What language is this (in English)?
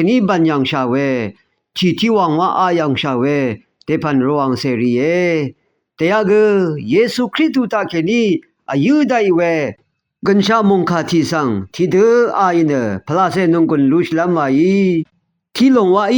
Rawang